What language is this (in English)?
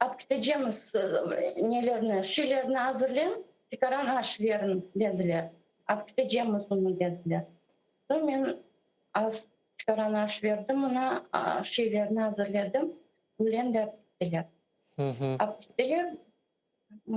Crimean Tatar